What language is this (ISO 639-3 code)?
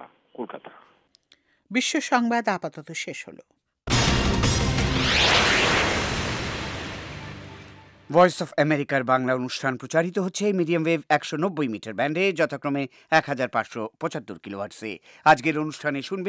ben